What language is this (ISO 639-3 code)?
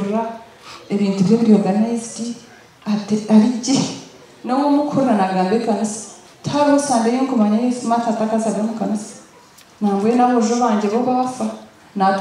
nyn